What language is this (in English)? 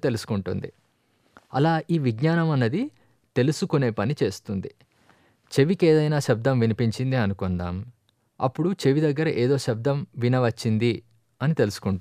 Telugu